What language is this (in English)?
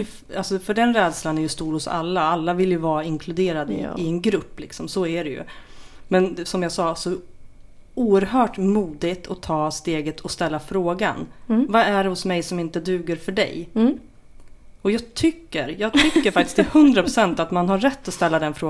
Swedish